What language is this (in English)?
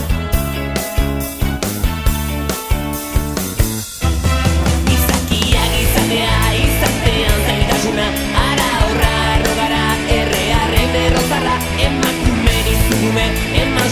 Basque